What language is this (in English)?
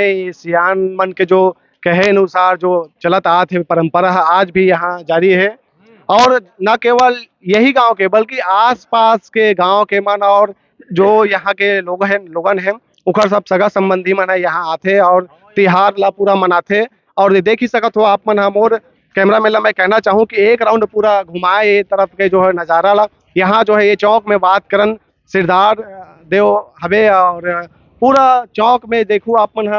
Chhattisgarhi